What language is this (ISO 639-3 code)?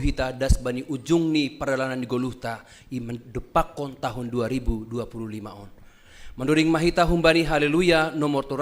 bts